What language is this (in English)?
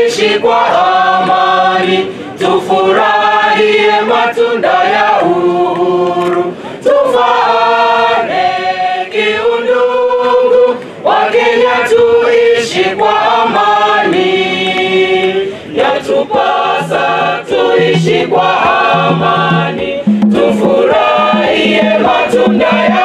Swahili